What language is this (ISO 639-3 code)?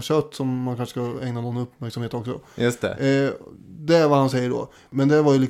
swe